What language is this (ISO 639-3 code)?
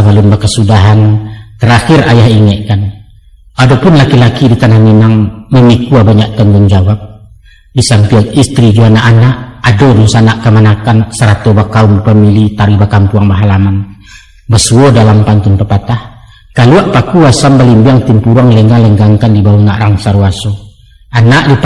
min